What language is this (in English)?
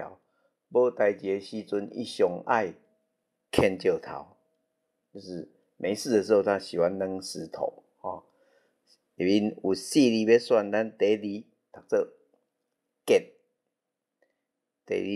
Min Nan Chinese